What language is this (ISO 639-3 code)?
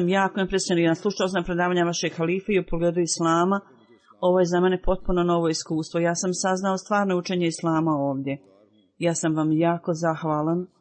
bos